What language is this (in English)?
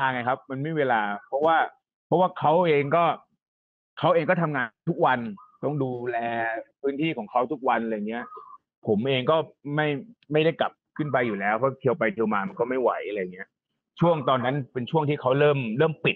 Thai